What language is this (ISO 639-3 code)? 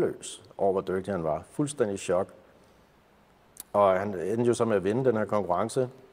dan